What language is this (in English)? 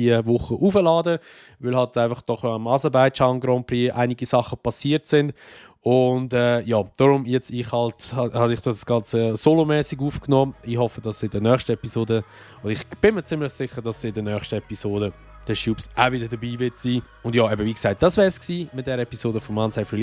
Swiss German